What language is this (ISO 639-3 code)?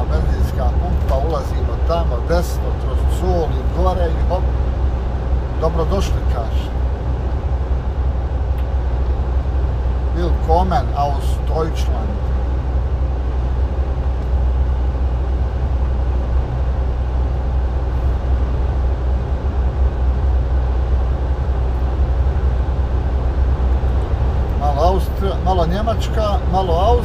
hrv